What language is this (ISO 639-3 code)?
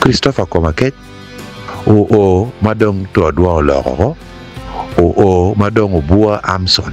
ach